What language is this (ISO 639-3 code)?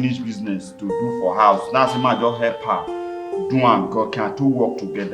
pcm